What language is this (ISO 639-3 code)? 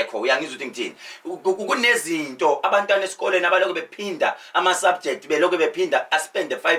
zul